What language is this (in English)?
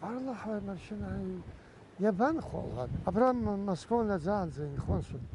Abkhazian